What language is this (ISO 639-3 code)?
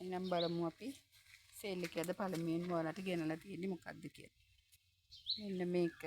sin